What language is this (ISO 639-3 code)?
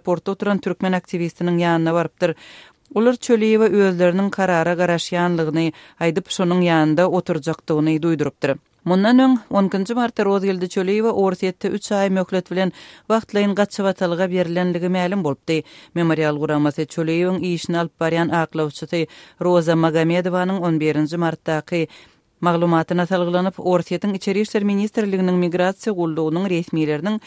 tuk